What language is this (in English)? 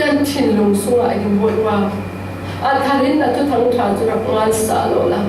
Falam Chin